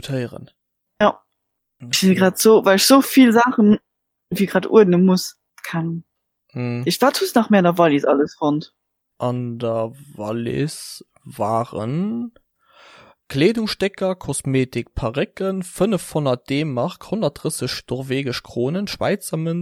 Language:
Luxembourgish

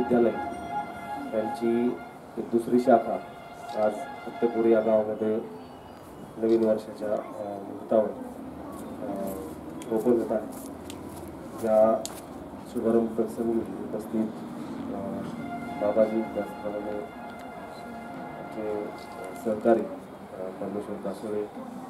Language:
Marathi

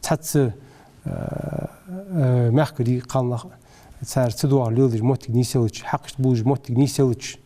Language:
Ingush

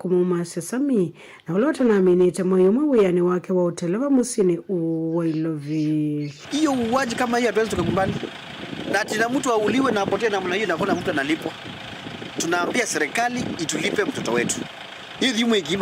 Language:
Kamba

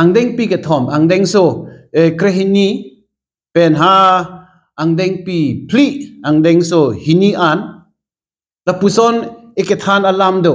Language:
Karbi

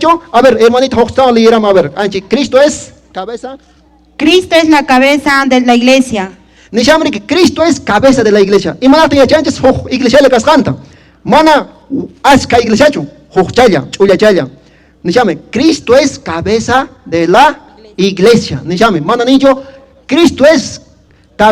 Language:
Quechua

